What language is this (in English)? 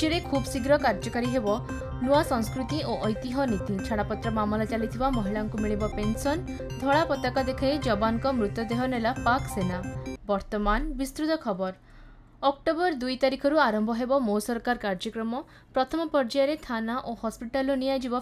Odia